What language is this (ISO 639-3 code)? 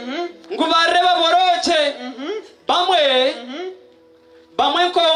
kin